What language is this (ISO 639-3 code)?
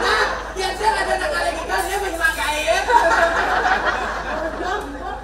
ban